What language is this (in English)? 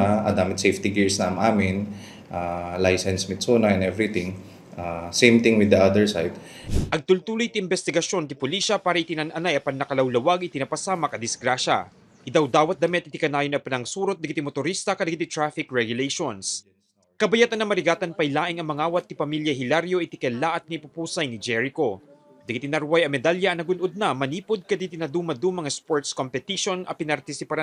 Iloko